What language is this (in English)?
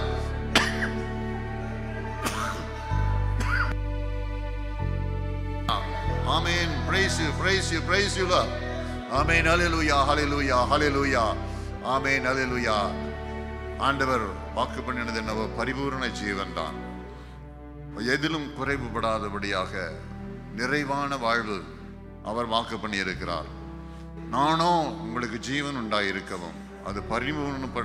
Tamil